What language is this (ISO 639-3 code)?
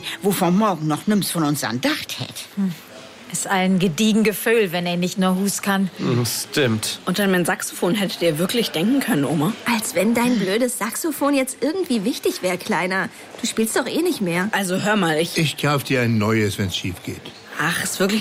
deu